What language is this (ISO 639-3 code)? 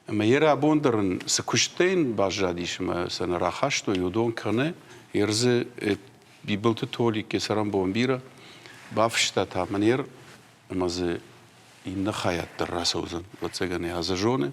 oss